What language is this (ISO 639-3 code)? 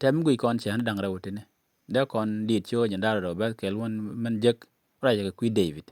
nus